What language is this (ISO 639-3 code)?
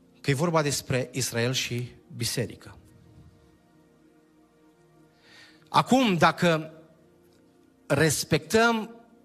ron